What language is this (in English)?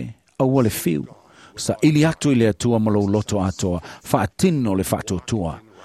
Samoan